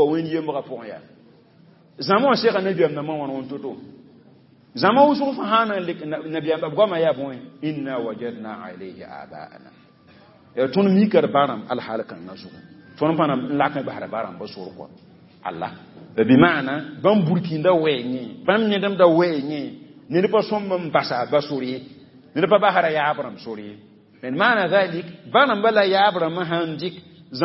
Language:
Mossi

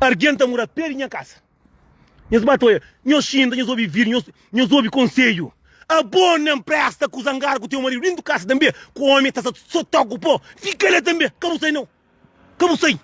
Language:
Kabuverdianu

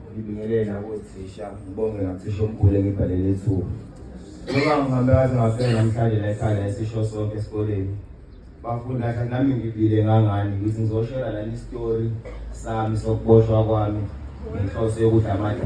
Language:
Zulu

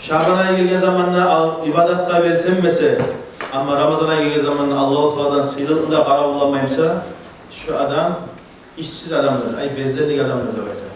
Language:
Kumyk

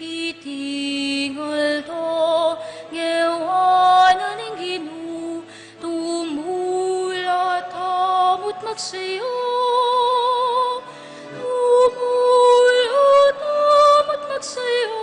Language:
Pampanga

